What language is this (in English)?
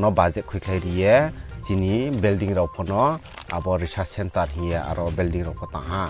Riang (India)